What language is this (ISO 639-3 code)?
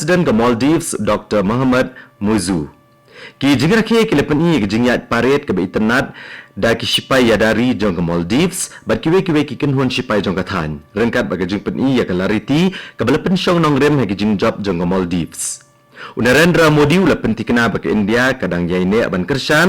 kha